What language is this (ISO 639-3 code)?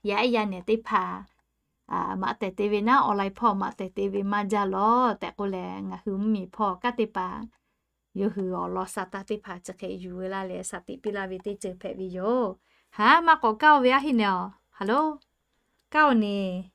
lhu